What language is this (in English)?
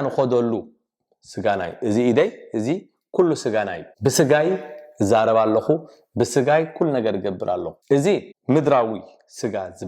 Tigrinya